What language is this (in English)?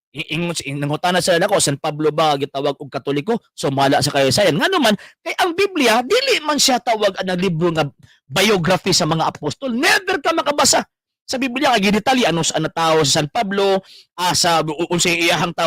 Cebuano